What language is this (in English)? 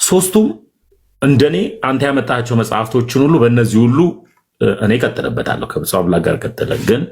Amharic